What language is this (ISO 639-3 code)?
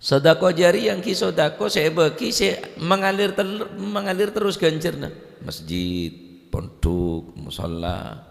mad